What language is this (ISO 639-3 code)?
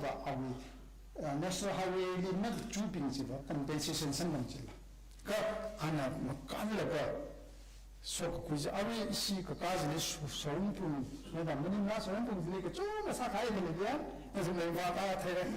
nmf